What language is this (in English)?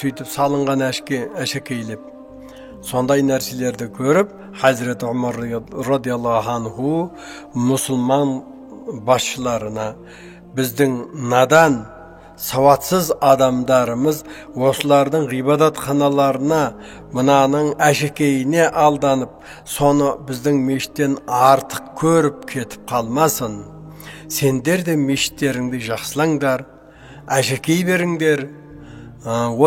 Kazakh